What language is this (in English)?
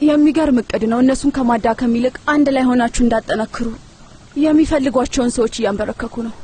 Amharic